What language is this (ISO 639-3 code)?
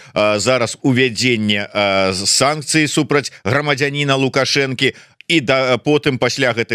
bel